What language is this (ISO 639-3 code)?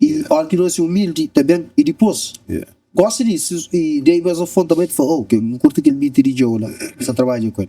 kea